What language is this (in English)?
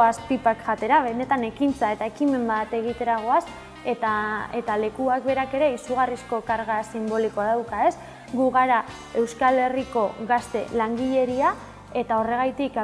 Basque